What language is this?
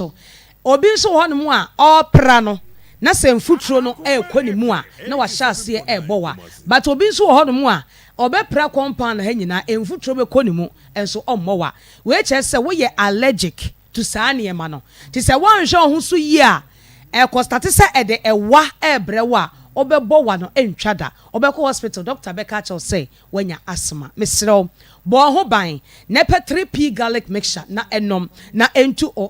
Akan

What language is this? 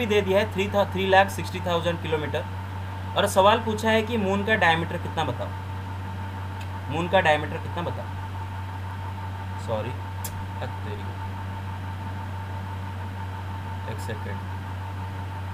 Hindi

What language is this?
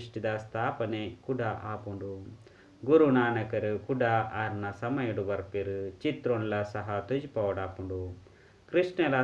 Tulu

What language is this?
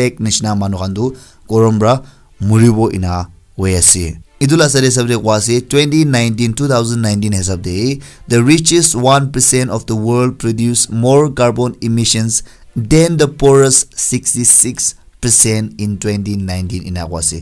Naga Pidgin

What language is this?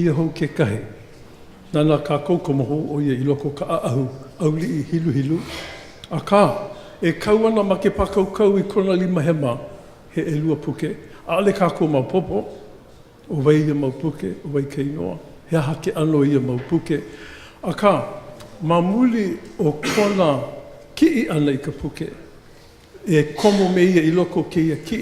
Hawaiian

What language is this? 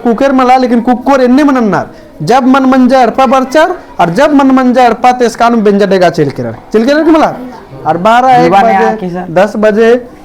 Kurukh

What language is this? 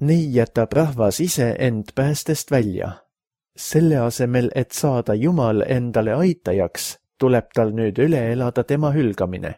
Estonian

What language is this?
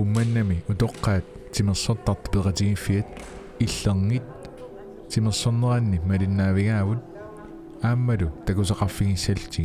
Kalaallisut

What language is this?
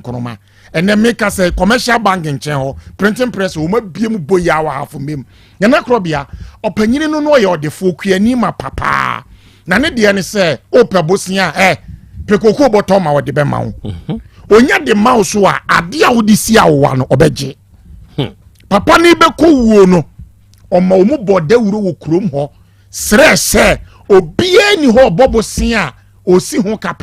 Akan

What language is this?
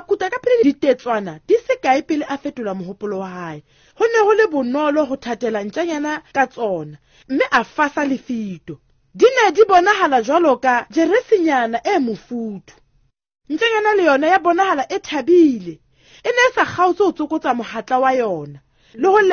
Southern Sotho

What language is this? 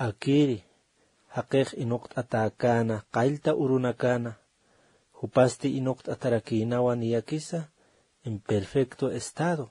Aymara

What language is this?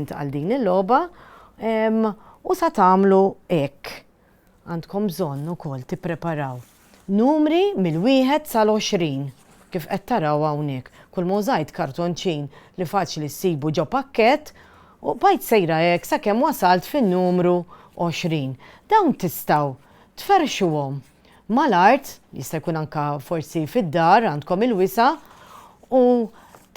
Maltese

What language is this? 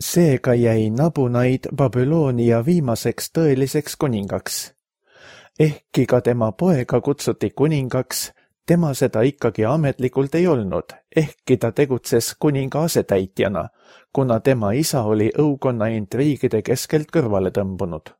Estonian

